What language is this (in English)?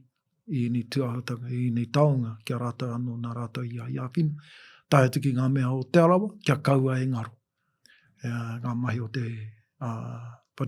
Māori